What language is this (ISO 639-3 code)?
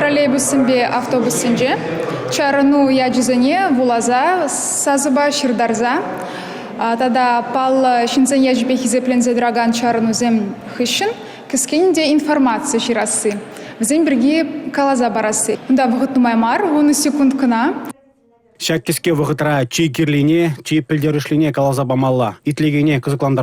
chv